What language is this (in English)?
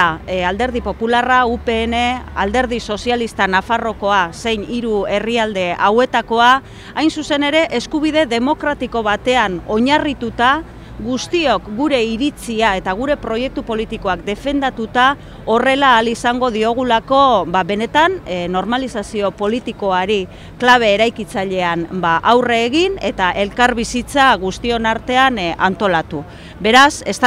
Basque